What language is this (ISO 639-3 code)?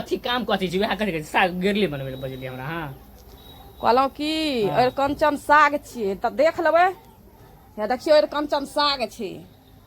mai